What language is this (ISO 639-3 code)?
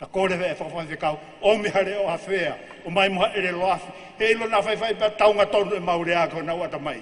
ton